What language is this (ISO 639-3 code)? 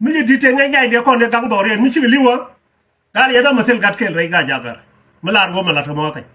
nus